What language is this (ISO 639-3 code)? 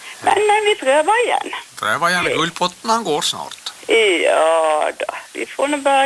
nor